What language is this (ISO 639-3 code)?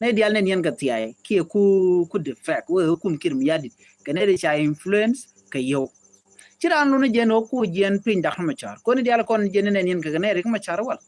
nus